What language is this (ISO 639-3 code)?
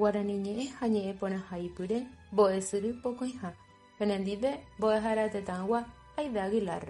grn